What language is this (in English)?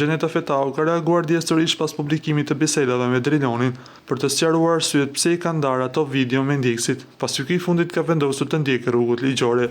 Albanian